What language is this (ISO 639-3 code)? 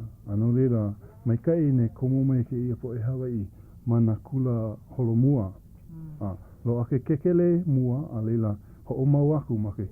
haw